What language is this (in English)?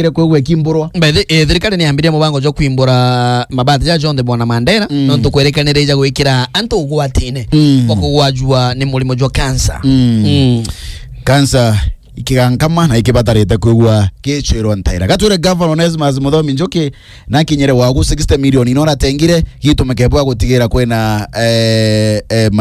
Meru